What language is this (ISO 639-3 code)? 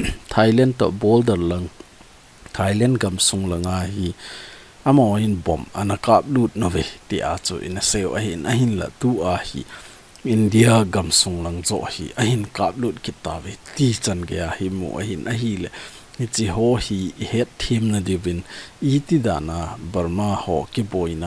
tcz